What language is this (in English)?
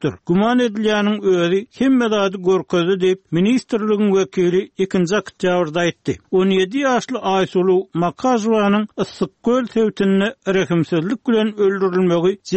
Turkmen